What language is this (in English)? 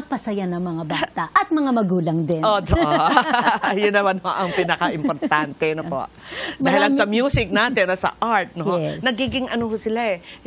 Filipino